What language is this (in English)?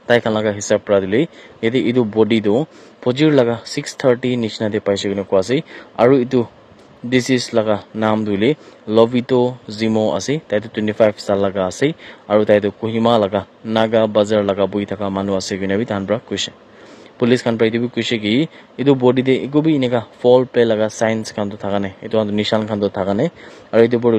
Naga Pidgin